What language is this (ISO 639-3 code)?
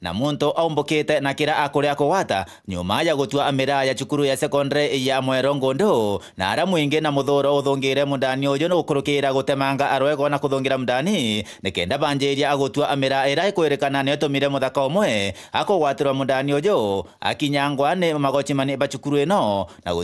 mer